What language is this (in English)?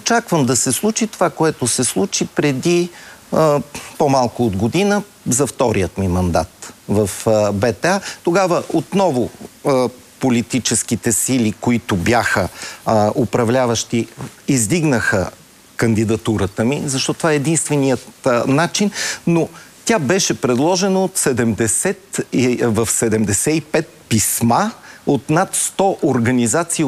Bulgarian